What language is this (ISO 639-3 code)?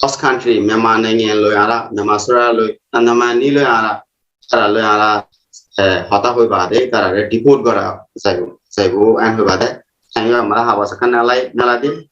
rhg